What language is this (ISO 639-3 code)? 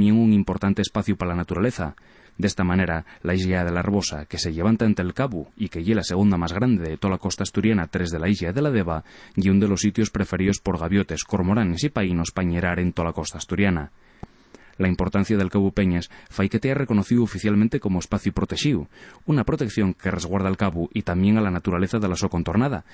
ast